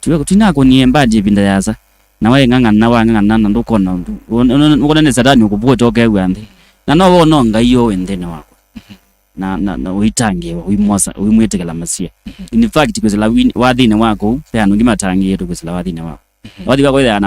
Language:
Kamba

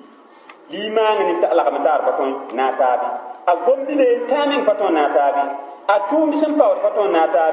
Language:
Mossi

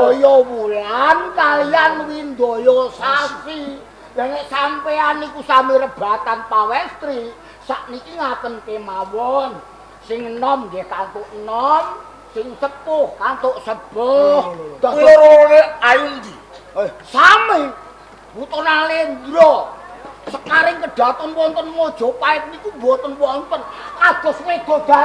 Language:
Javanese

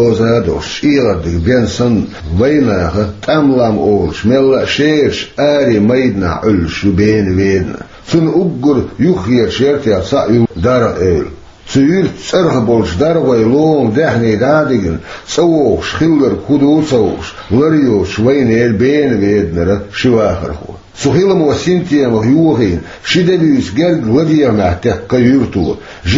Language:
Chechen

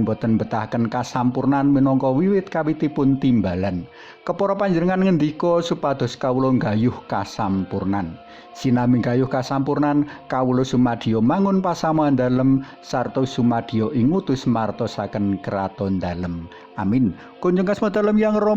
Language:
Javanese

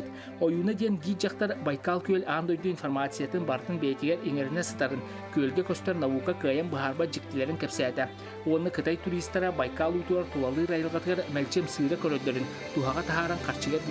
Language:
Yakut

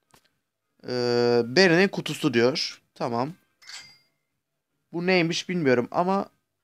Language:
Turkish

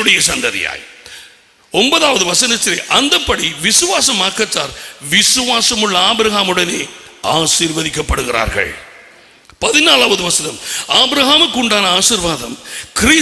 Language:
Tamil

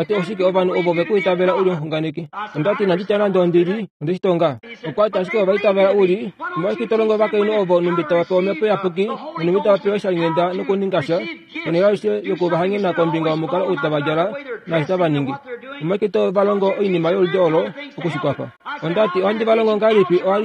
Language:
Kuanyama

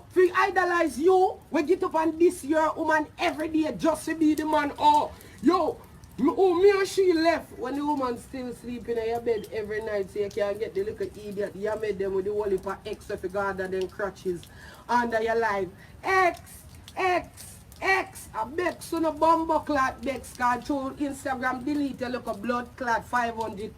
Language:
Jamaican Creole English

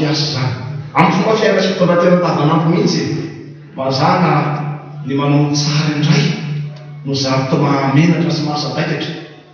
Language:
Malagasy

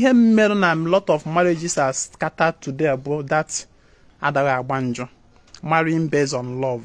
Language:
Igbo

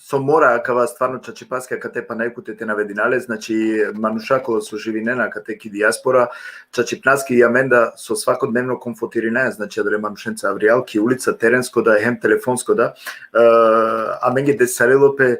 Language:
Balkan Romani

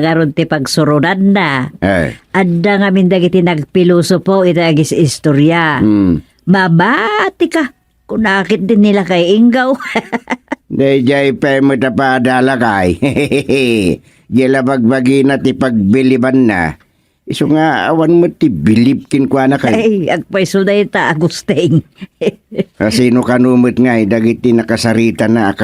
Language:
Iloko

